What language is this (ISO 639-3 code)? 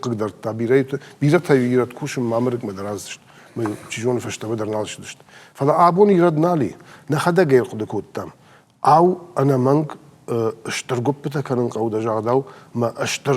oss